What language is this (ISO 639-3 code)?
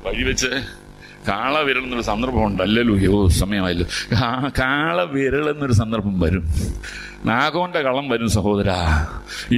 mal